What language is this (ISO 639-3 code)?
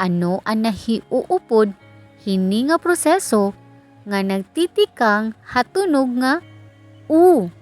war